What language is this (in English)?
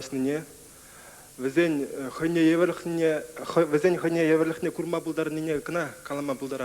Chuvash